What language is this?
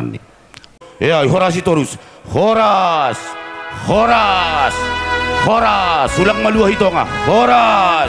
Batak Simalungun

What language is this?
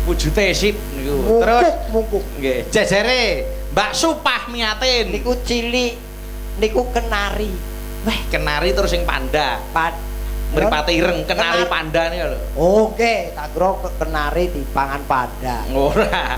Javanese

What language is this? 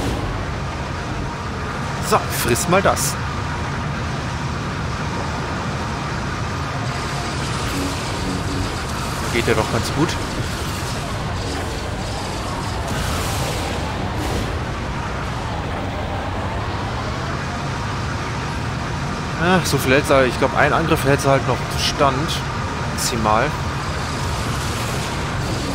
German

